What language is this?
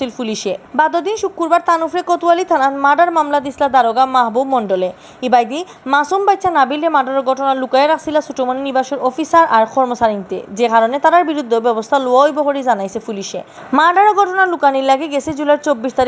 Sylheti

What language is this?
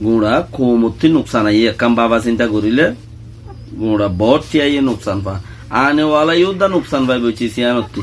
Rohingya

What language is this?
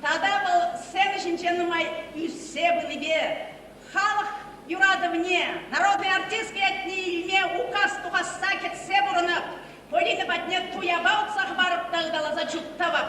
Chuvash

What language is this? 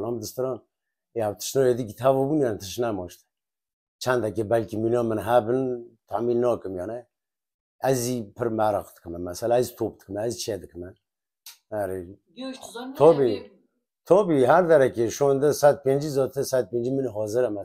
Kurdish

